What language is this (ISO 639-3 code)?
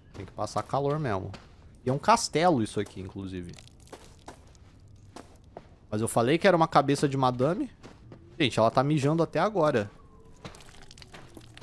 por